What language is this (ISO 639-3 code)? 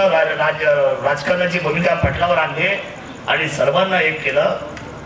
mar